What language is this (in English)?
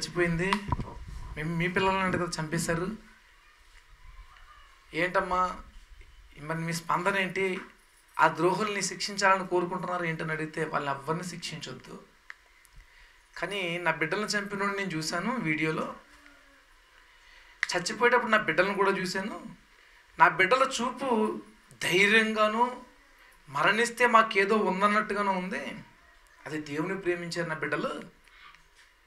Telugu